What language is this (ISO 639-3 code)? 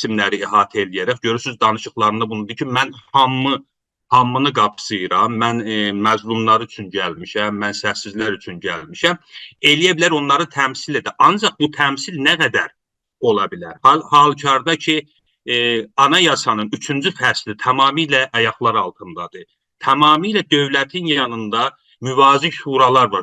azb